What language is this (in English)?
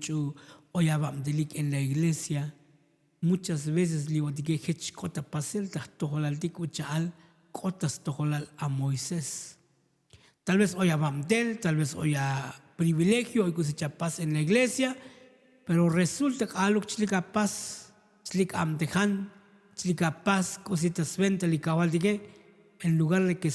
Tzotzil